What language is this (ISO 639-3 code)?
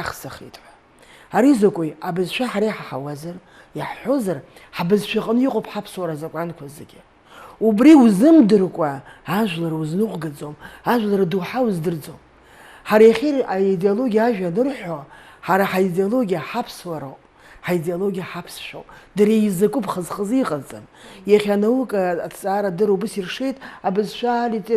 abk